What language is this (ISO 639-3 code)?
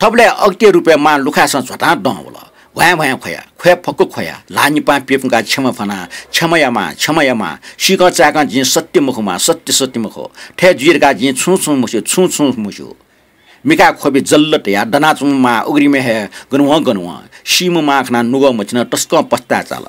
new